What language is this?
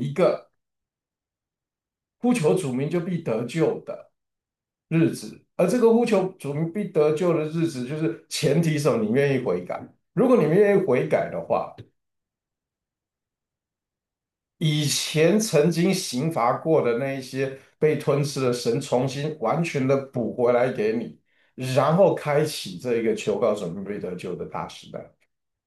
Chinese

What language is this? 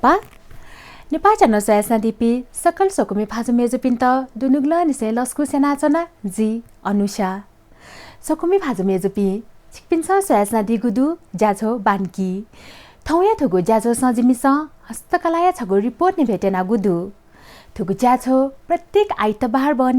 Newari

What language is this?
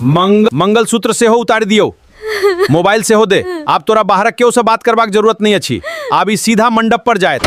Maithili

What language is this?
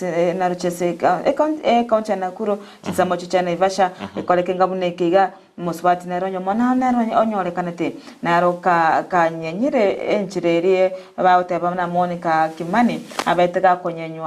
Gusii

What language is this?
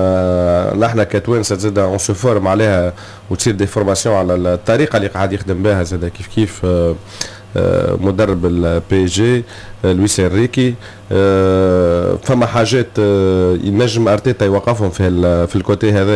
Tunisian Arabic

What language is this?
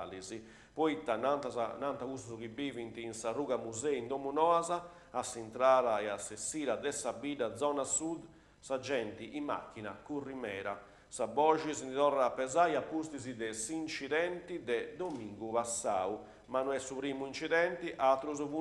Sardinian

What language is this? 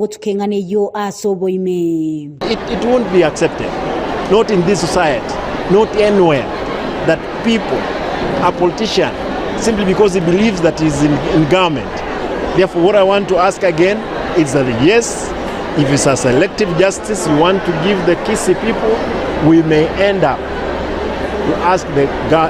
Gusii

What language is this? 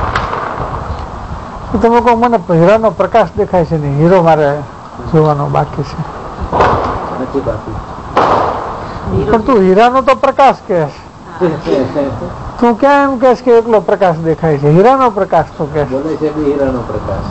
Gujarati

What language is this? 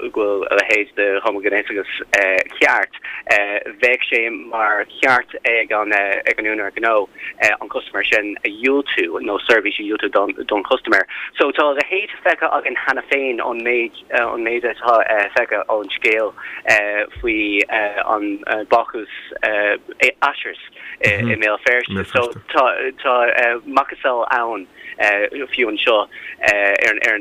Irish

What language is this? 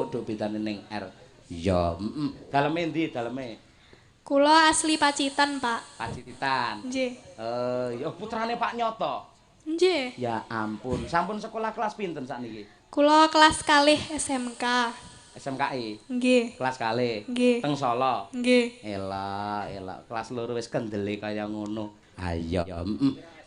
Javanese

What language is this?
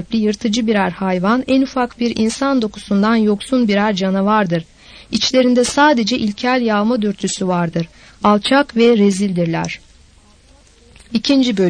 Turkish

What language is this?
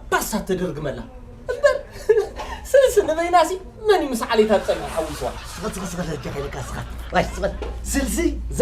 Tigrinya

